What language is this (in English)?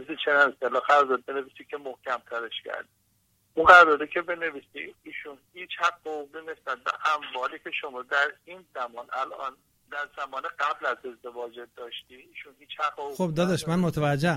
Persian